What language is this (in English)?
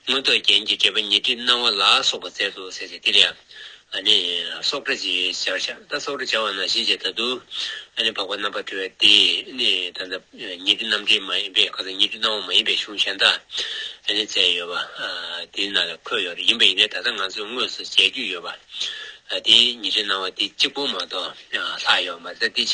Tibetan